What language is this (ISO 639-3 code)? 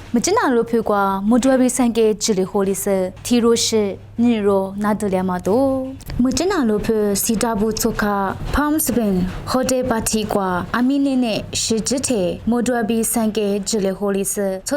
lis